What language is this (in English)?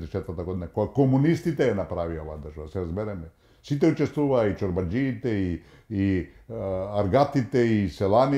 Macedonian